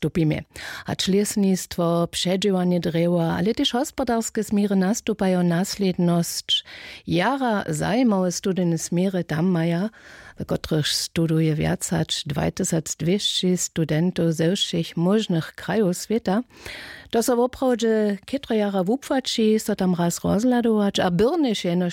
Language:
Upper Sorbian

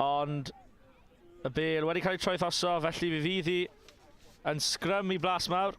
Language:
Welsh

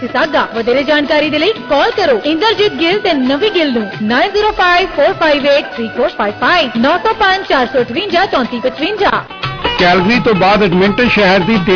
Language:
Punjabi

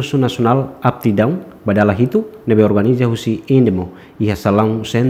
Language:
Tetum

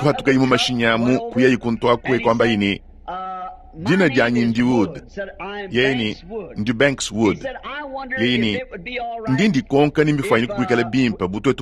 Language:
Luba-Lulua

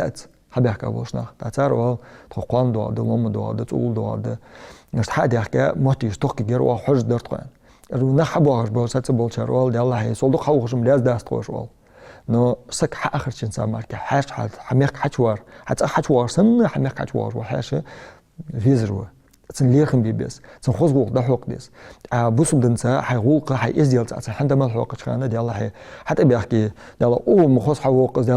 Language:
Ingush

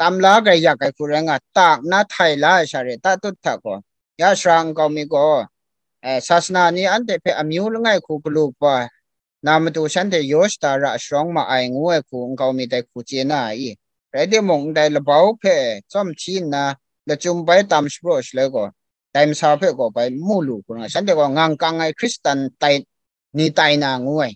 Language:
Kachin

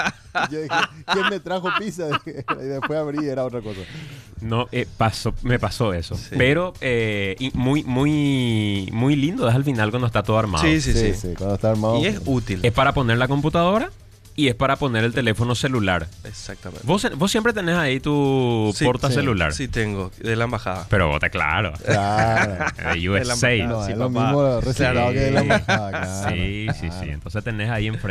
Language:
Spanish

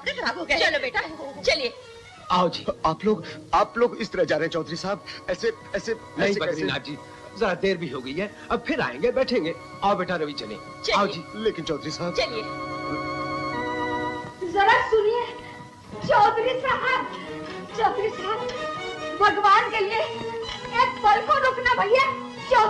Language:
Hindi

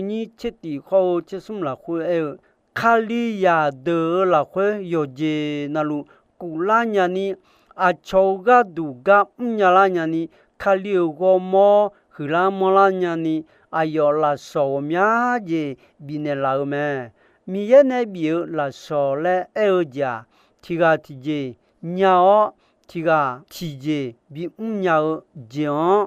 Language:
Akha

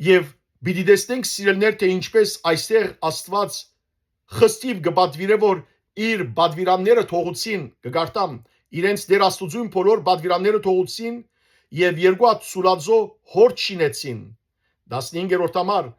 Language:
Western Armenian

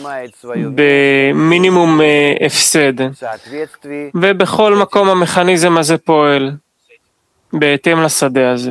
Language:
Hebrew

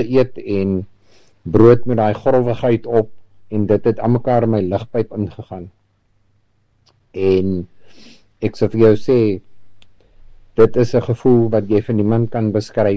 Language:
Afrikaans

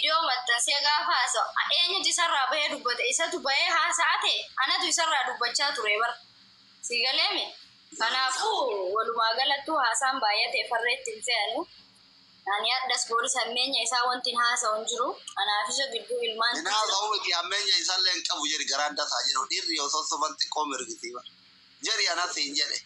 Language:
Oromo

